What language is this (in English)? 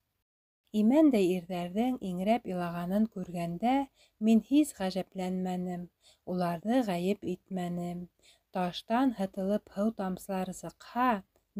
Bashkir